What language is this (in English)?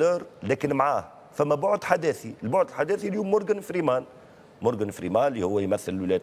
Tunisian Arabic